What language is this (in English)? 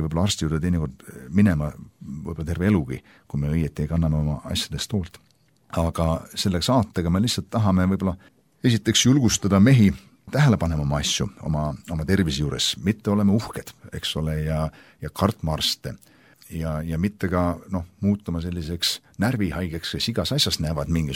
Estonian